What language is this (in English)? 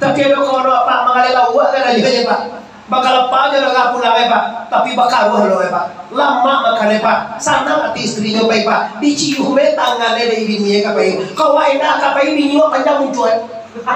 Minangkabau